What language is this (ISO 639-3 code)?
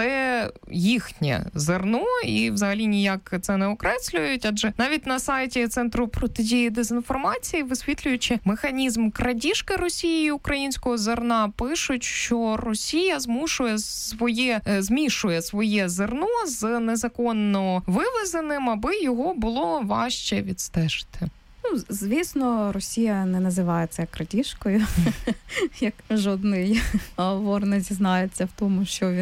ukr